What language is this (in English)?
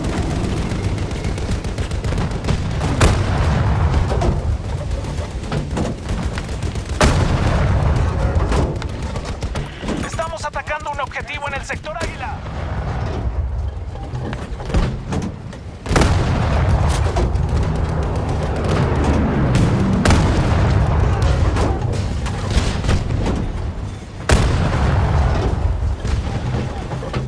Spanish